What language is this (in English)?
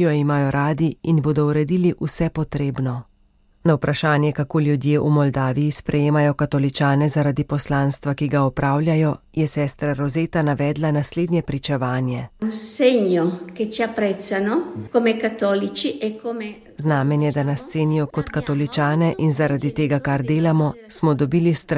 Slovenian